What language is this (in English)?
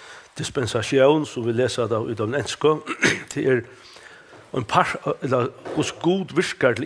Faroese